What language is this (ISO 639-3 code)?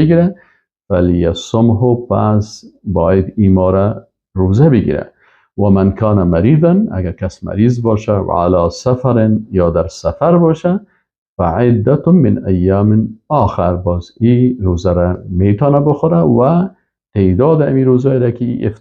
fas